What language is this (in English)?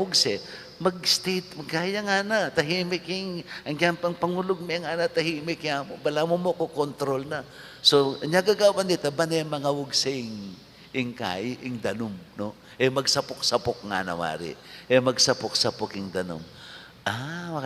Pampanga